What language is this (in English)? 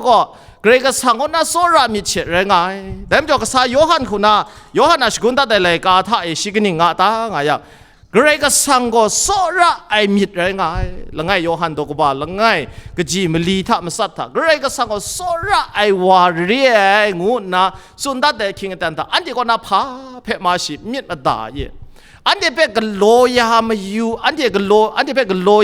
Kachin